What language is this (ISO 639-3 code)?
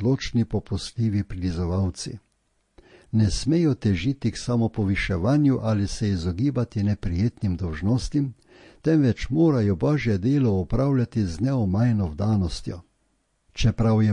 slv